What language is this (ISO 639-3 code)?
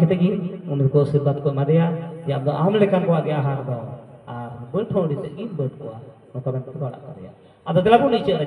sat